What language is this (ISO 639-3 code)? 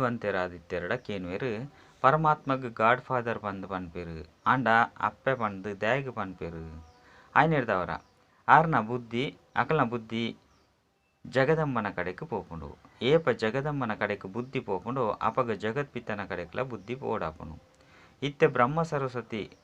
tcy